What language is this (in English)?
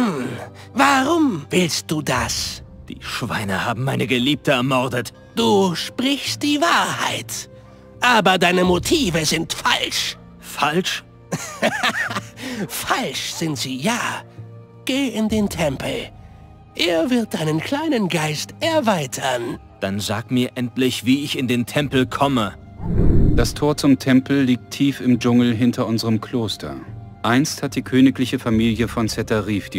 Bavarian